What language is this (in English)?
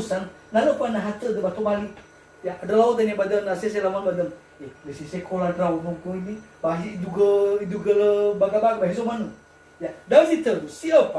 Nias